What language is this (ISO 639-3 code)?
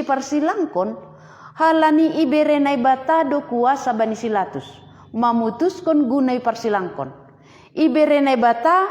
bts